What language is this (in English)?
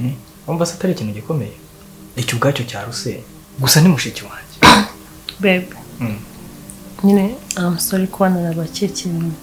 Kinyarwanda